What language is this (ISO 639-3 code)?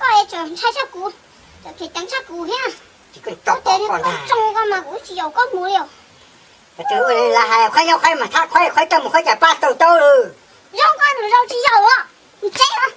hmn